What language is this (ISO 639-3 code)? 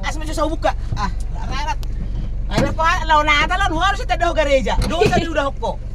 bbc